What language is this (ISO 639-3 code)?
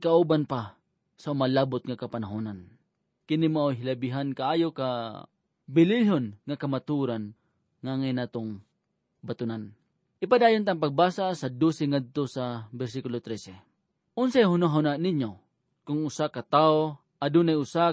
ceb